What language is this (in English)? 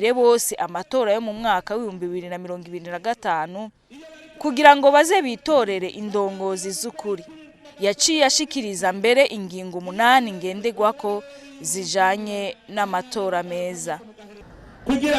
Rundi